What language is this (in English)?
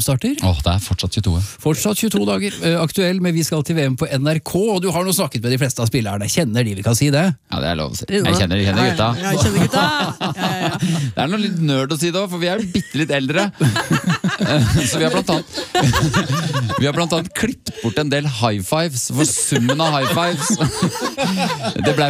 Norwegian